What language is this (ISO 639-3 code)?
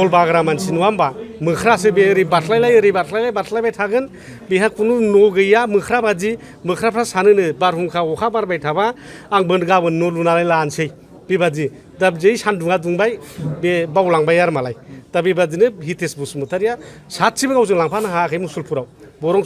brx